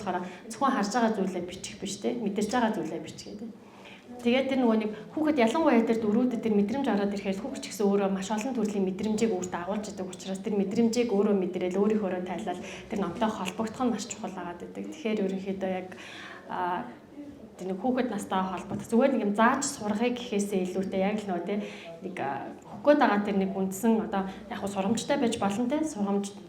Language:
Mongolian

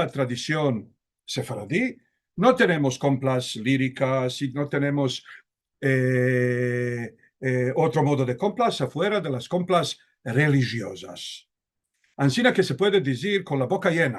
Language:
Ladino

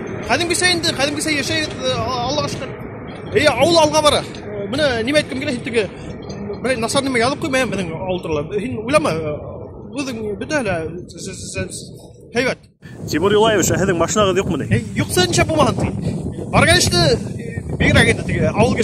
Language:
Bashkir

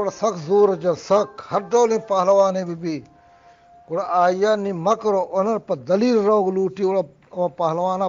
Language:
Eastern Balochi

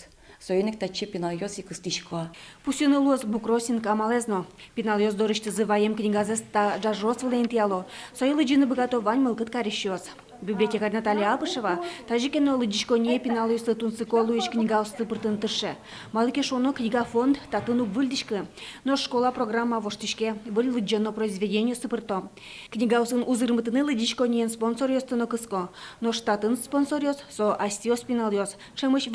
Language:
Udmurt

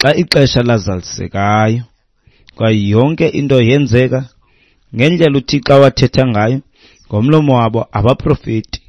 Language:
Xhosa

